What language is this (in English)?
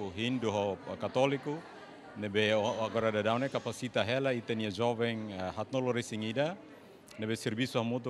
Tetum